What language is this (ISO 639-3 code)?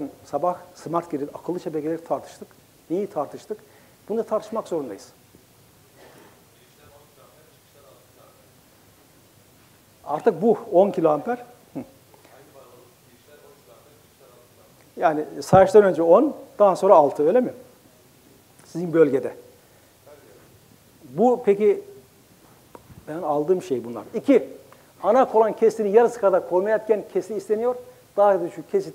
tur